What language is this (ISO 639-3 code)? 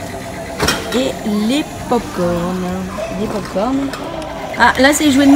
fra